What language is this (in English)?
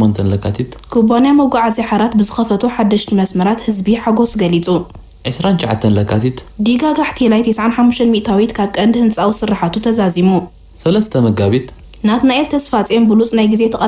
Tigrinya